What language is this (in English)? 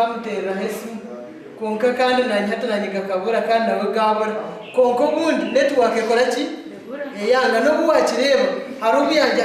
Nyankole